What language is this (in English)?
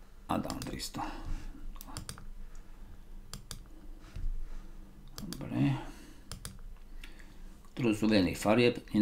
Slovak